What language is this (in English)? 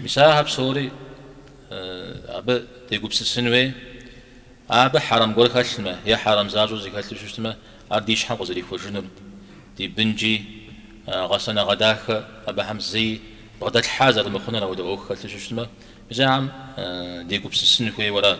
Kabardian